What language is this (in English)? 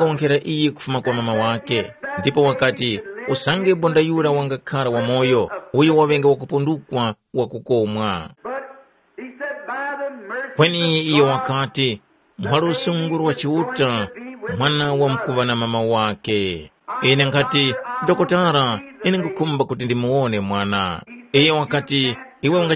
Tumbuka